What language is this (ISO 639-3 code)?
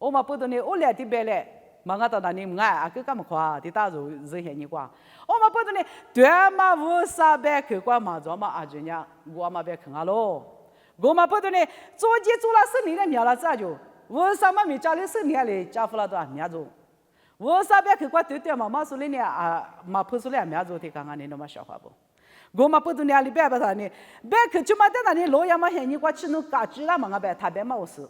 lis